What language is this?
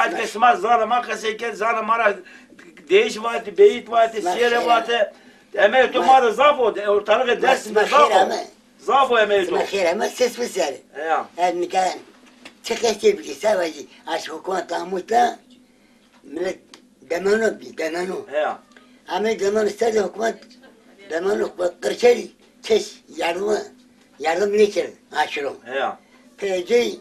Zaza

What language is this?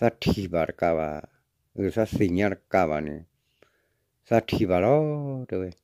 S'gaw Karen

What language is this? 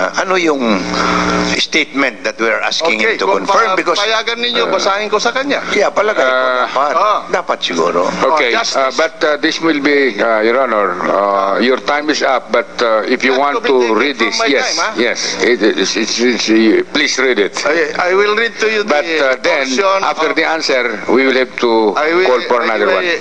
Filipino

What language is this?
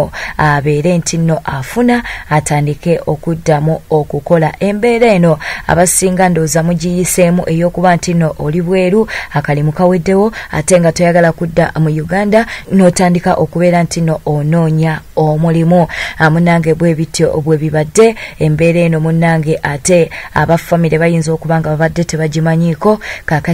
Ganda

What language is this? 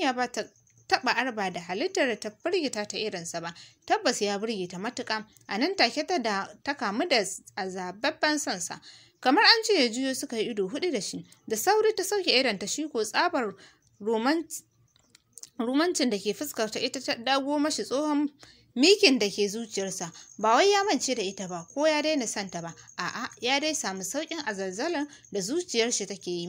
Hausa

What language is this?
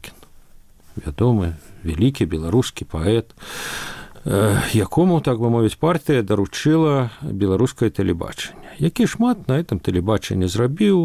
Belarusian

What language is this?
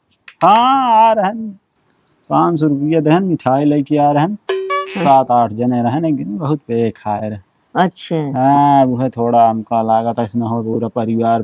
Awadhi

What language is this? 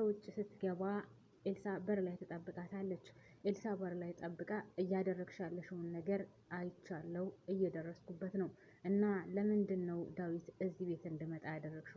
Amharic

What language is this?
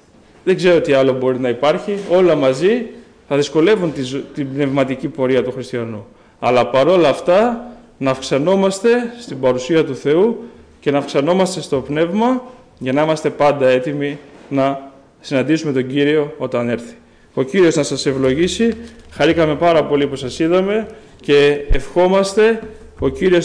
Greek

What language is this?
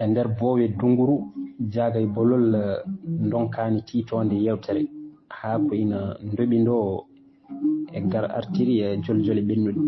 Fula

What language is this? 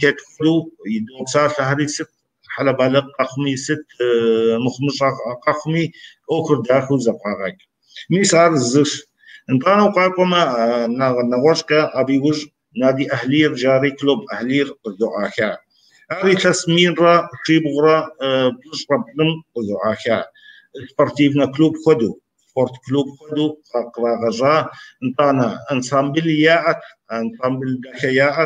Kabardian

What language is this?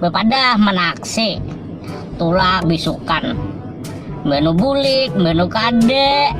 Banjar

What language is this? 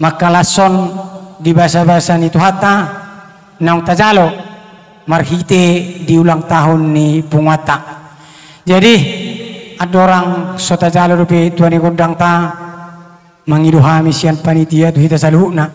Batak Toba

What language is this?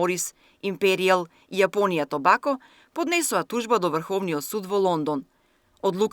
Macedonian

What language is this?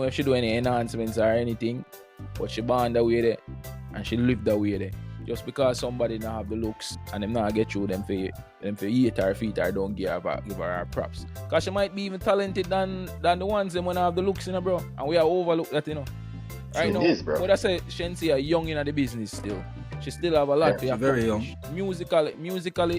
Jamaican Creole English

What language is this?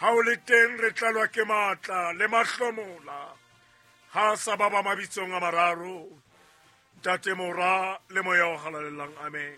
Southern Sotho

